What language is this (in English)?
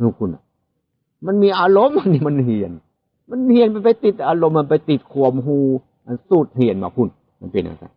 Northeastern Thai